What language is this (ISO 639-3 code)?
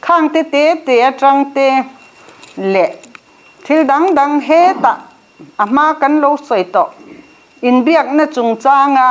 lus